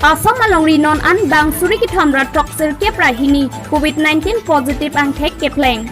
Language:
Karbi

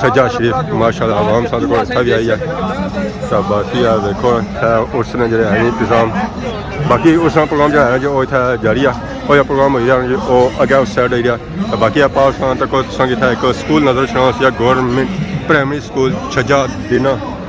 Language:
Pahari-Potwari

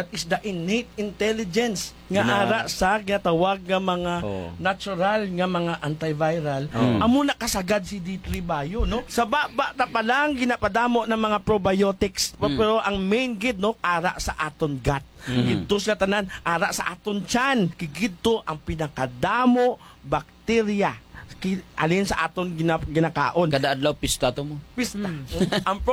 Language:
Hiligaynon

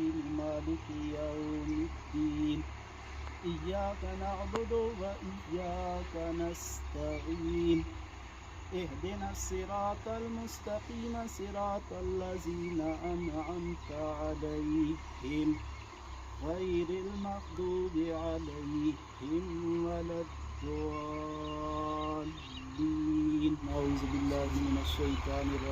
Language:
Pahari-Potwari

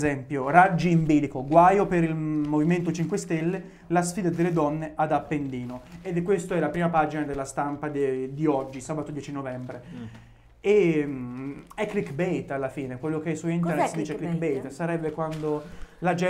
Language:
Italian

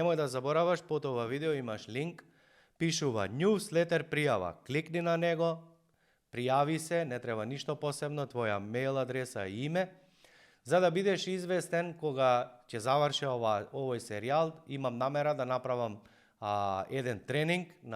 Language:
Macedonian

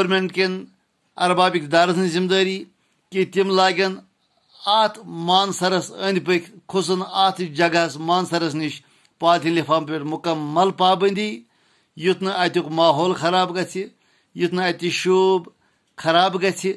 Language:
Kashmiri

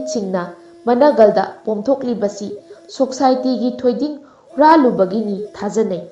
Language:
Manipuri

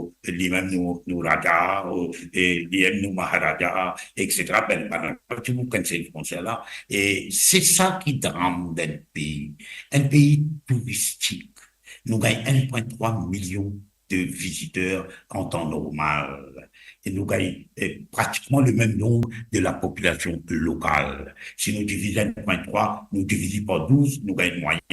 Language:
Morisyen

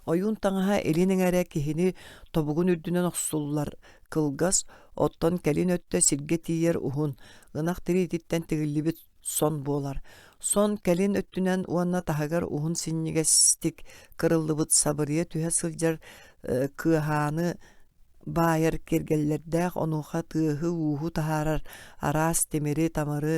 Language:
Yakut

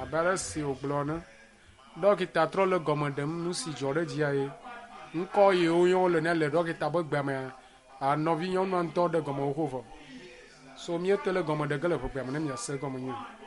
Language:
Ewe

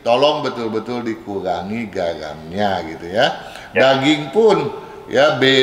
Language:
Indonesian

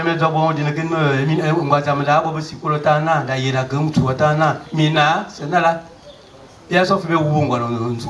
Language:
Fang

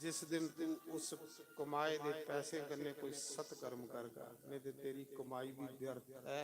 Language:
Dogri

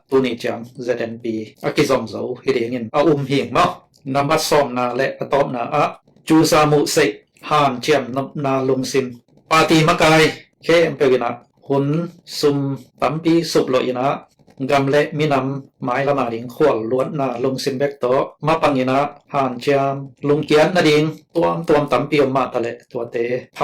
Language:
Tedim Chin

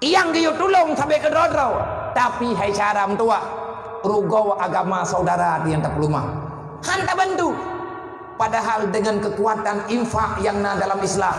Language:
Achinese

